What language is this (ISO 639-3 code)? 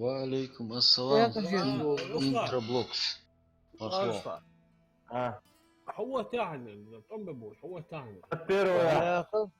inh